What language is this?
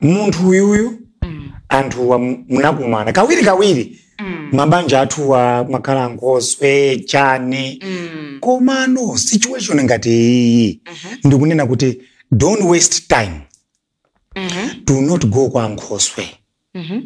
Nyanja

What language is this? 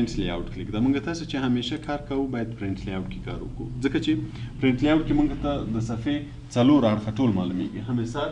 Pashto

